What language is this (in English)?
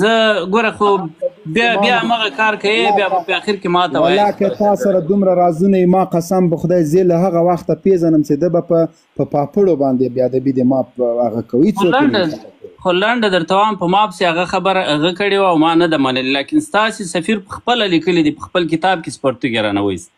Pashto